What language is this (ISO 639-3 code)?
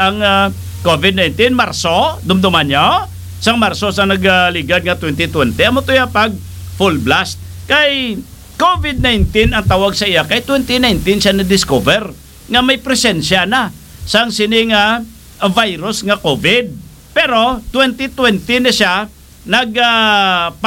hil